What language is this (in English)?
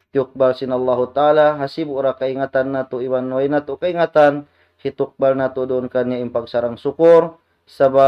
Tausug